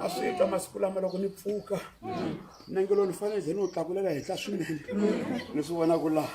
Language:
Tsonga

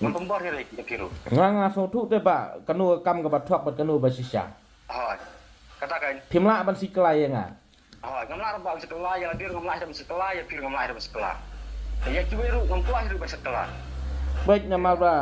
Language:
Khasi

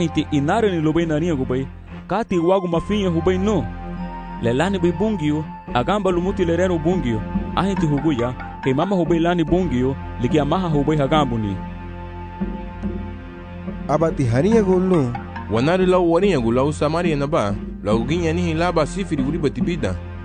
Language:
Garifuna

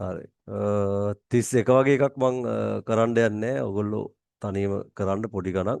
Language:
Sinhala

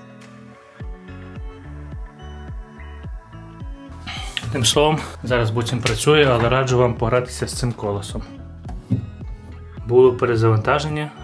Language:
Ukrainian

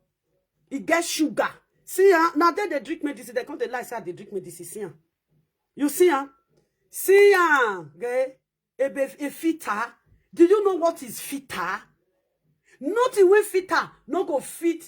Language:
Nigerian Pidgin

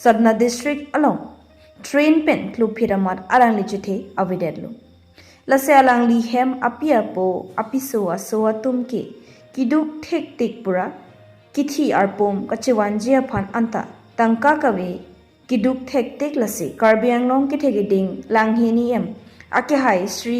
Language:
Karbi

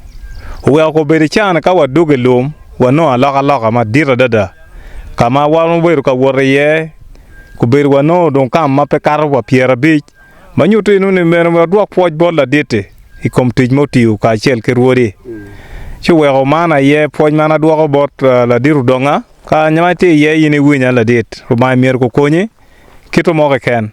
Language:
Acoli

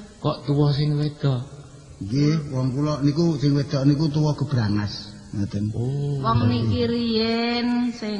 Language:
Javanese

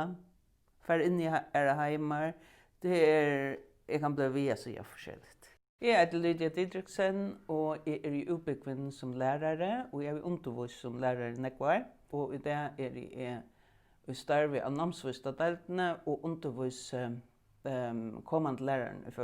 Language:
Faroese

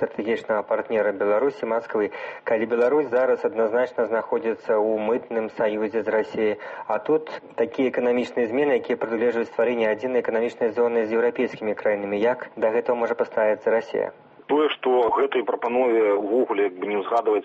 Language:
Belarusian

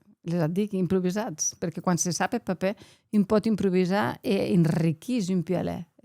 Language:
Occitan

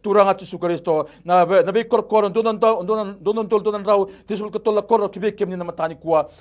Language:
Fijian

